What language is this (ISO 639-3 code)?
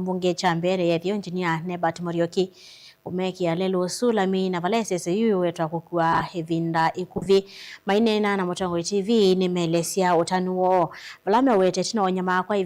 kam